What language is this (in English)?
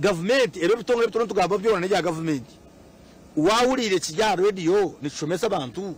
Nyankole